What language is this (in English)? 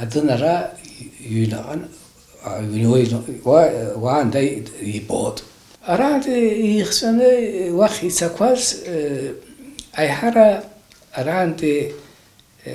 Abkhazian